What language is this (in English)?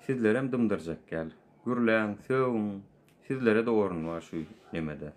Turkmen